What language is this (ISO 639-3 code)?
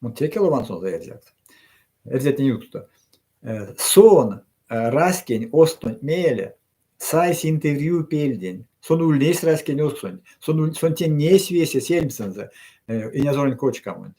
myv